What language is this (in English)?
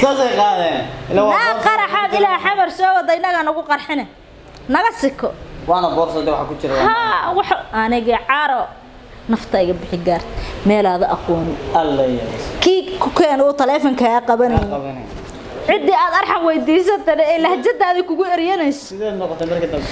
Somali